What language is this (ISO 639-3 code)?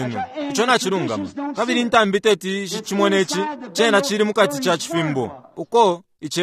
bem